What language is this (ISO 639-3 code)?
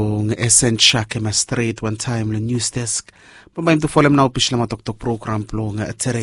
bis